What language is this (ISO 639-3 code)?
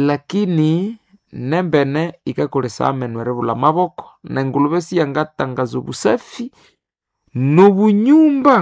nnb